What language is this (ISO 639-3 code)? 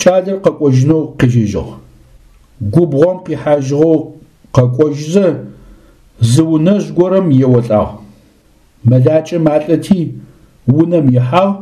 ady